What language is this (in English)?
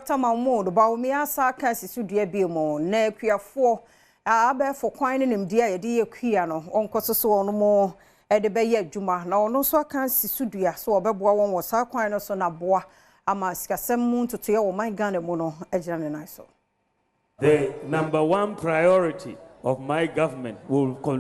Akan